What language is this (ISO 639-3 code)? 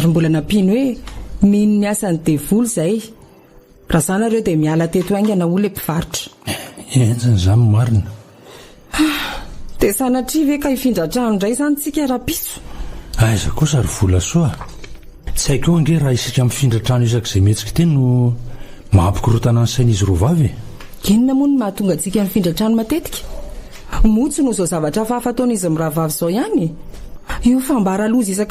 mlg